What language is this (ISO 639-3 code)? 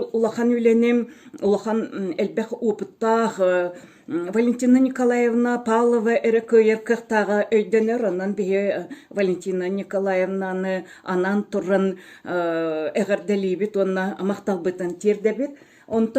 sah